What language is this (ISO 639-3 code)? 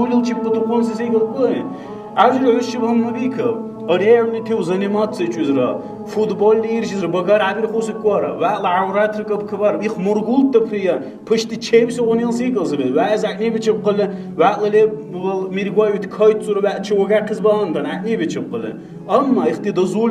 dar